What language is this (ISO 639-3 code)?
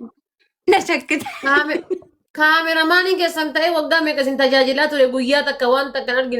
orm